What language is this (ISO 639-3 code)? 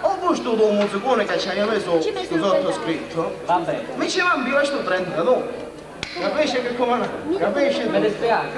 scn